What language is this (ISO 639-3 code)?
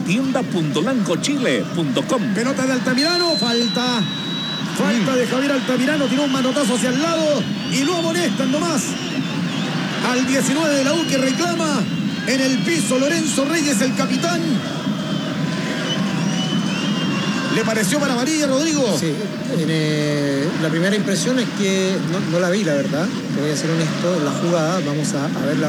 spa